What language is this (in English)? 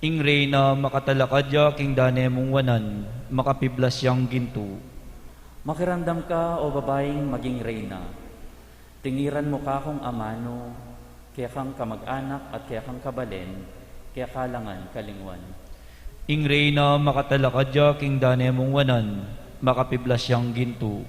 Pampanga